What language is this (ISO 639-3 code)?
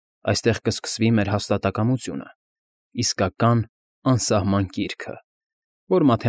hye